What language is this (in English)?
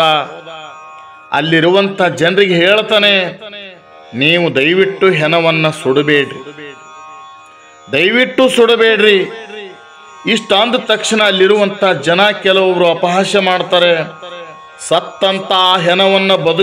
Kannada